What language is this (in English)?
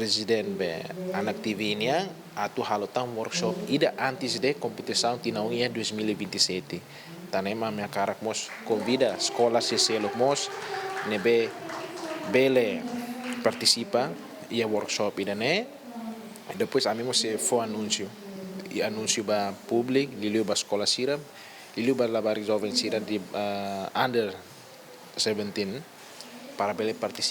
Tetum